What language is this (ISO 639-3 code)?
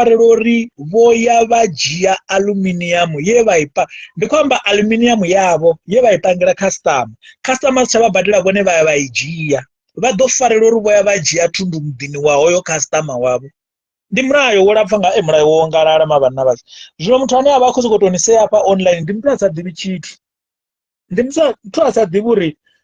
ven